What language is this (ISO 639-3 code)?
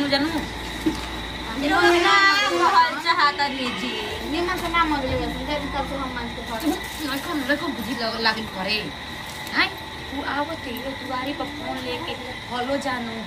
bho